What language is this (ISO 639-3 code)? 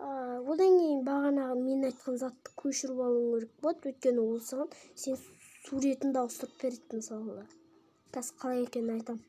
kaz